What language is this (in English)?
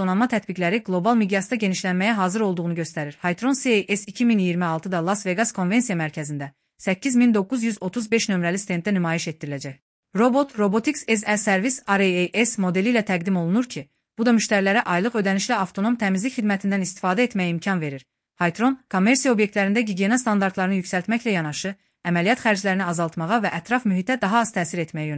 Azerbaijani